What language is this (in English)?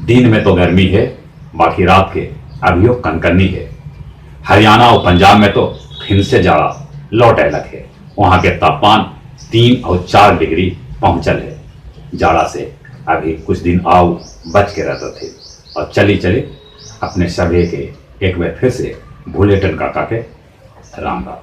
Magahi